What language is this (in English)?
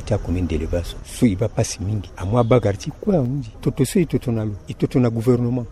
Sango